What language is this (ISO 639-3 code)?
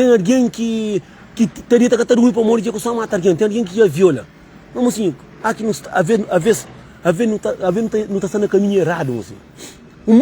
kea